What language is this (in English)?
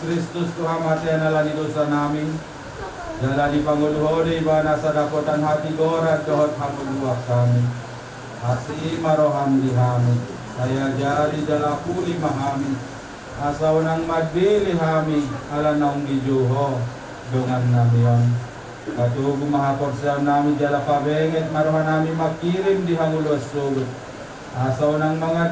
Batak Toba